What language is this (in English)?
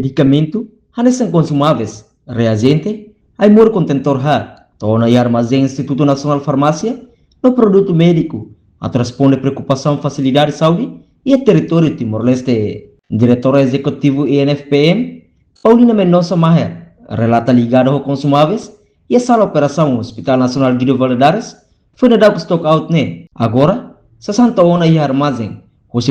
Tetum